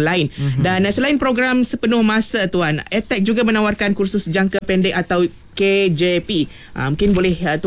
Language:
Malay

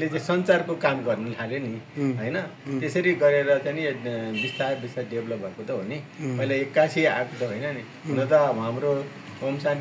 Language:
Nepali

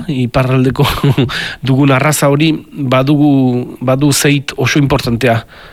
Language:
Basque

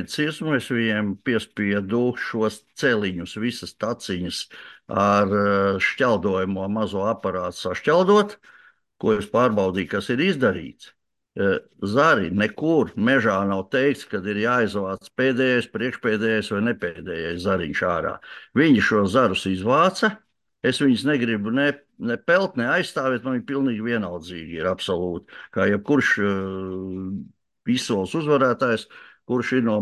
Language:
Latvian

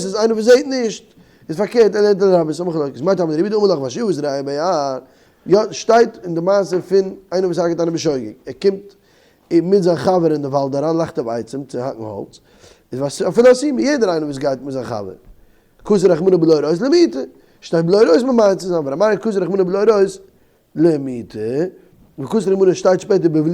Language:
Yiddish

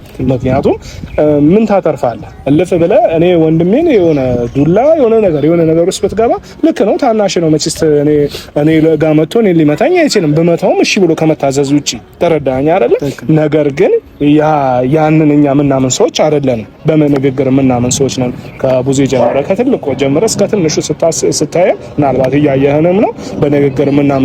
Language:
Amharic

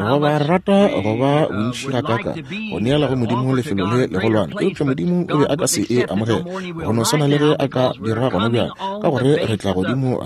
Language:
Northern Sotho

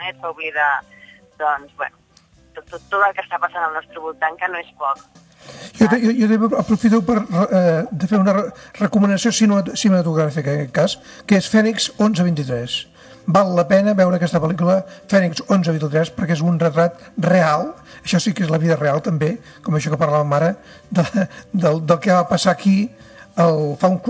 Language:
Catalan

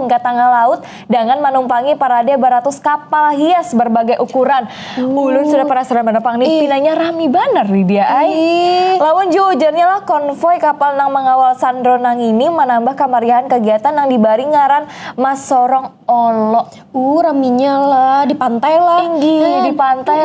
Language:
Banjar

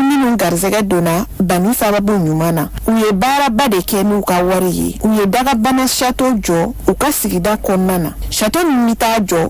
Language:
Bambara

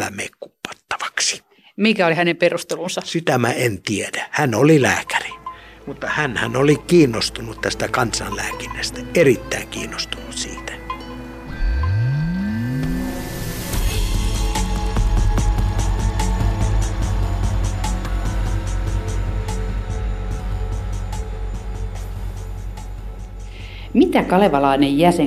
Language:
Finnish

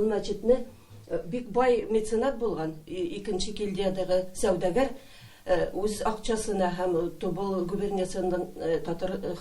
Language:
Tatar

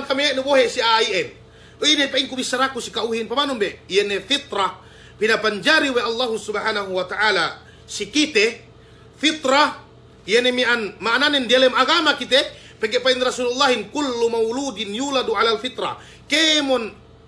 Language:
Yakan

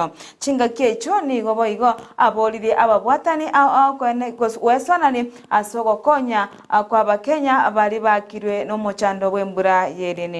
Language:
Gusii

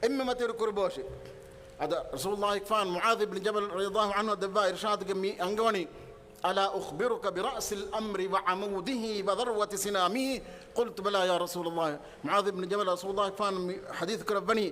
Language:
Divehi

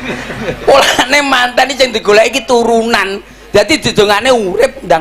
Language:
Javanese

